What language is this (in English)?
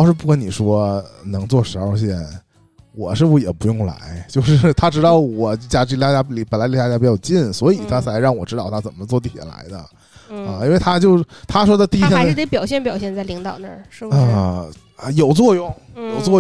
Chinese